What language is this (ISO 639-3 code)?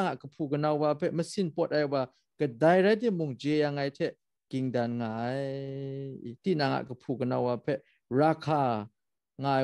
kac